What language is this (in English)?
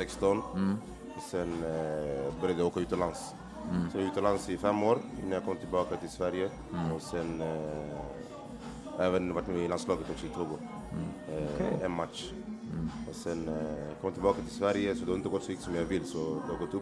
Swedish